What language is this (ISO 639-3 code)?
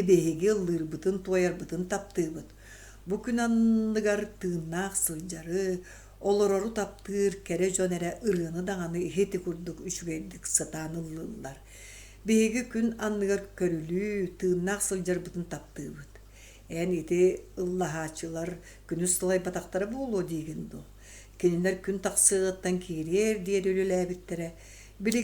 sah